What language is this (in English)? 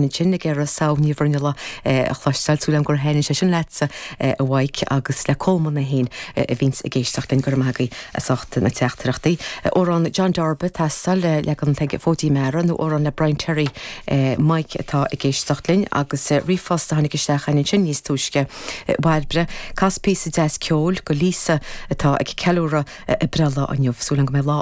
Irish